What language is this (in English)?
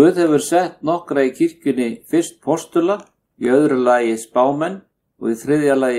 Icelandic